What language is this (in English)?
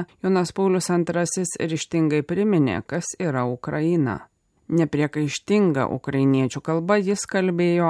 Lithuanian